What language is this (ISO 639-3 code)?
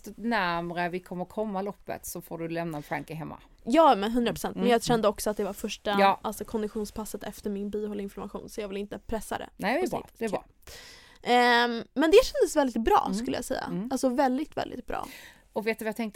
swe